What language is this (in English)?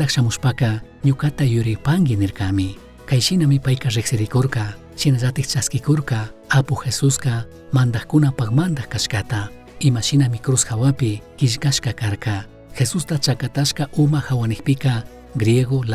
Chimborazo Highland Quichua